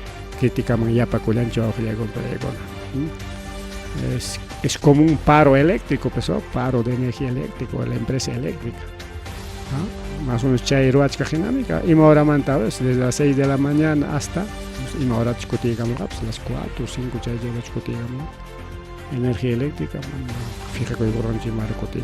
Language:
Ayacucho Quechua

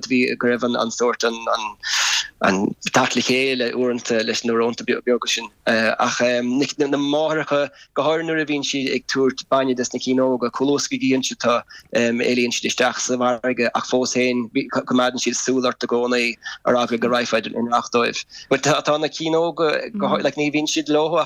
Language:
Irish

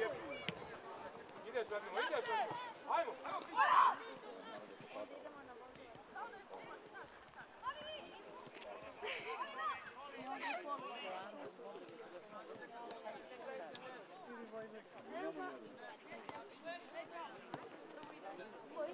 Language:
Croatian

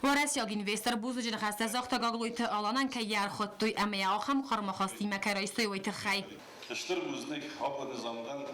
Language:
Ossetic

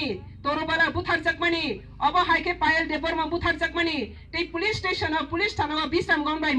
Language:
Kok Borok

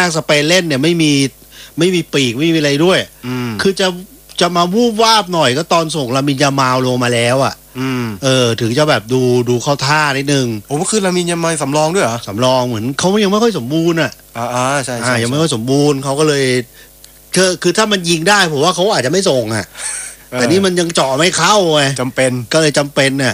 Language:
Thai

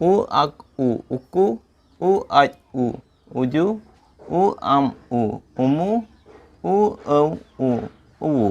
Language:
Santali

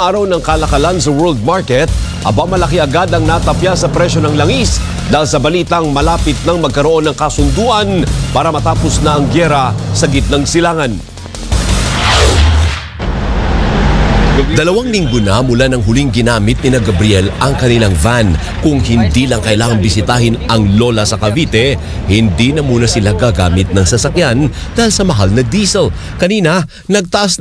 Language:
Filipino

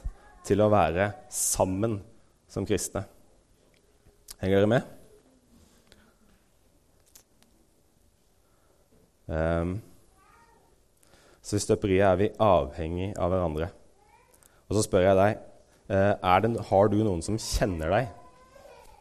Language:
Norwegian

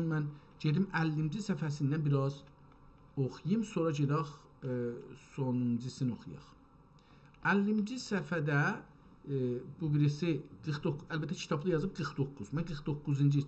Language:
South Azerbaijani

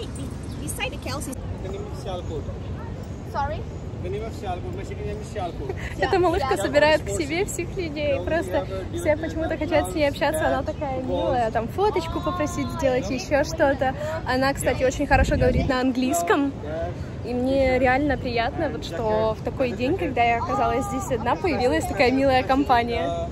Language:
Russian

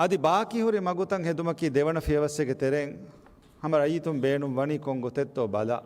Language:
Divehi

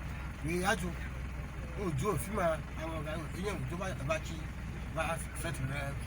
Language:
Ewe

